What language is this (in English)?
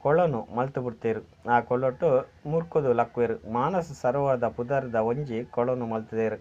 Tulu